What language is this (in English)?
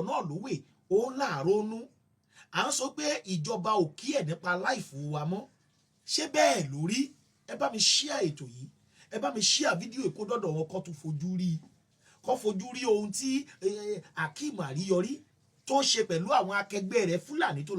Yoruba